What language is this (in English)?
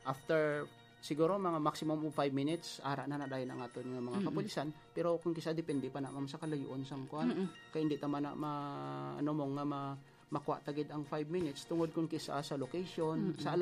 Hiligaynon